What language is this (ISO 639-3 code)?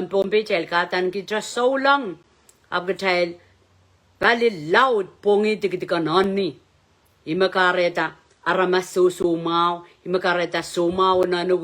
pon